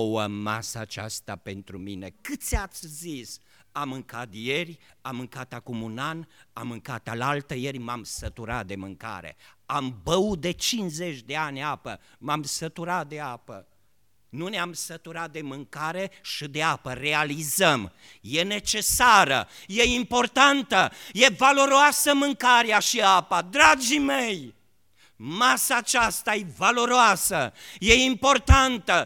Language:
Romanian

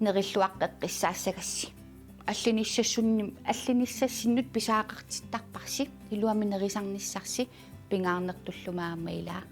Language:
Kalaallisut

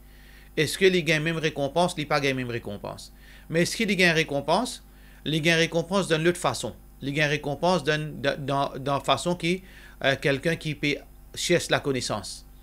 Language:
Morisyen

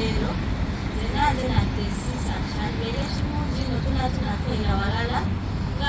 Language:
Soga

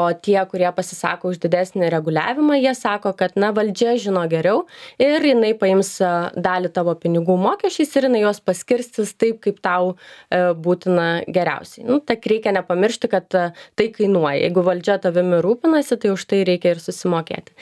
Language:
Lithuanian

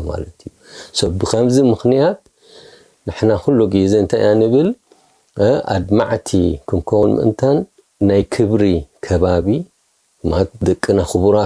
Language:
Tigrinya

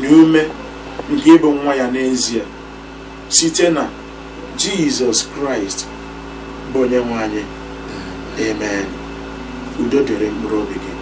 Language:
Igbo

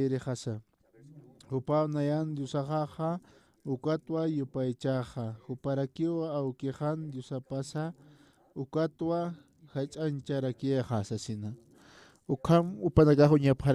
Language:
Aymara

